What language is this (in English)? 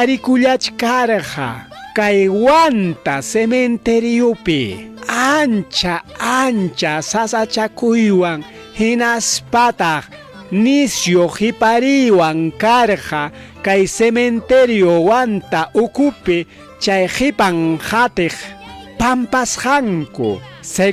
Ayacucho Quechua